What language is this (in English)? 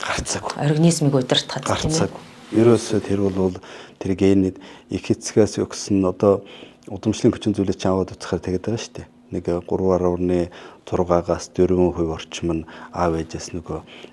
Mongolian